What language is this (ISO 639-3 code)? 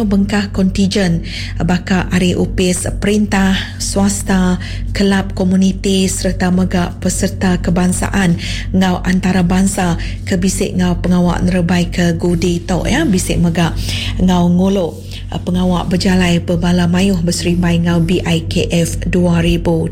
iba